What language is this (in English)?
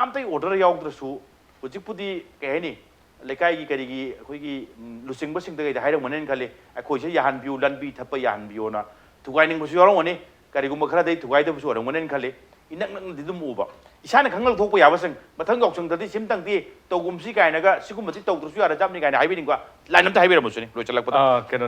Manipuri